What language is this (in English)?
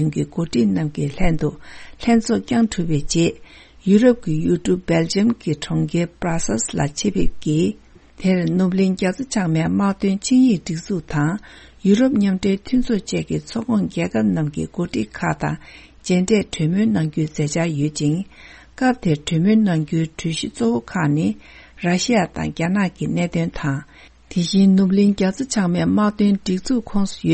Tibetan